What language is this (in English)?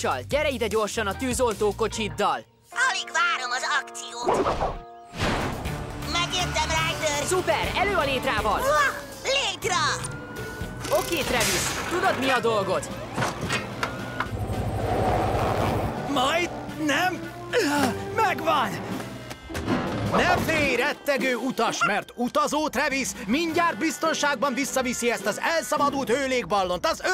Hungarian